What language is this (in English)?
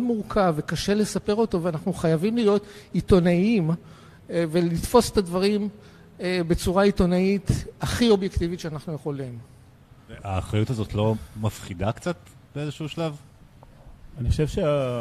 Hebrew